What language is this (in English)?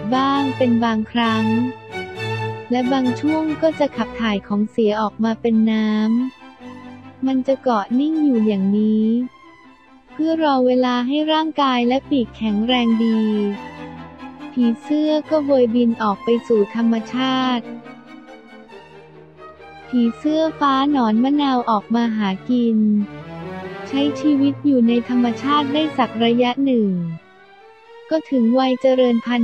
Thai